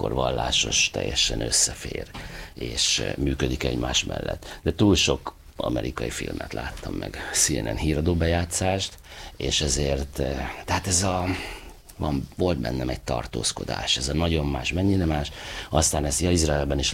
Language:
Hungarian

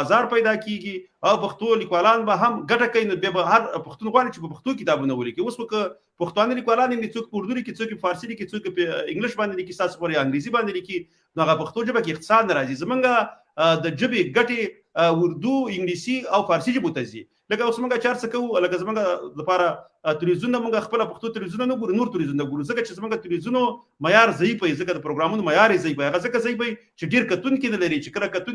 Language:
Pashto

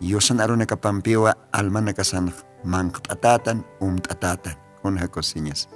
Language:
Aymara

